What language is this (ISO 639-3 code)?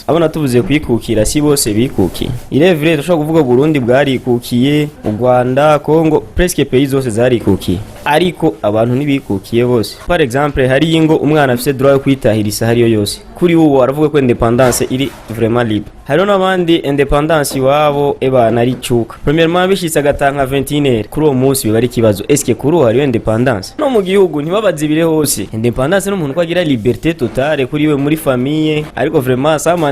run